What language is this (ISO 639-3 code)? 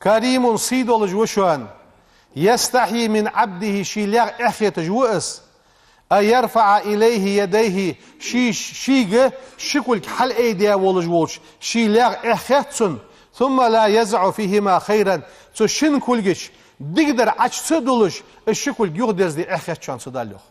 inh